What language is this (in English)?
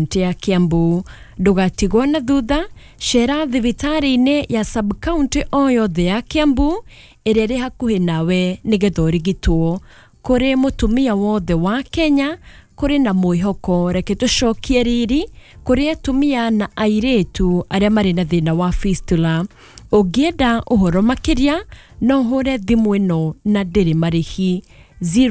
Kikuyu